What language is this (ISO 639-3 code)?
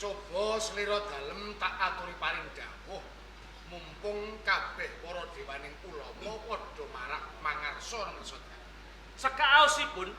jav